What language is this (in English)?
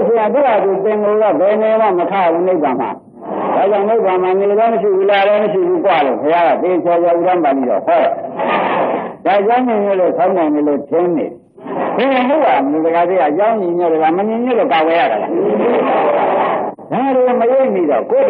Burmese